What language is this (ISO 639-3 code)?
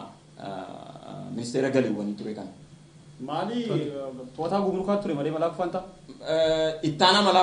orm